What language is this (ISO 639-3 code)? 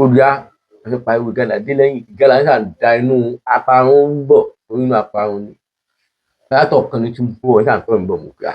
yor